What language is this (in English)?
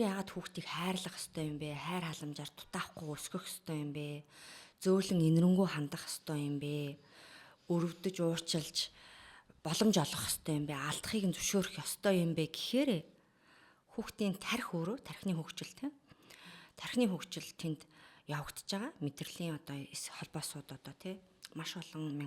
Mongolian